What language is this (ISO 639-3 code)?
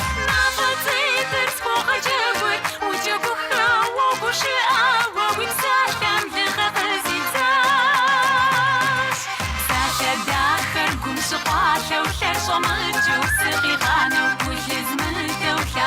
kbd